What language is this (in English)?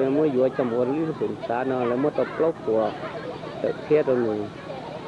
Hmong